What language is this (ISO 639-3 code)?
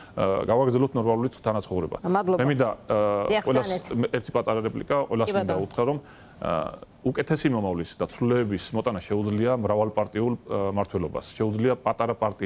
kat